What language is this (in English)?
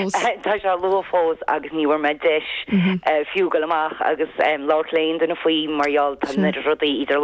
Irish